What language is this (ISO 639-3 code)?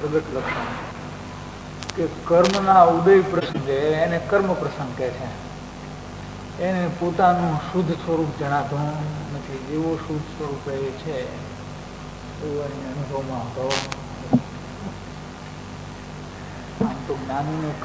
guj